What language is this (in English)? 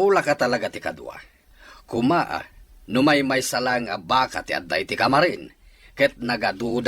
Iloko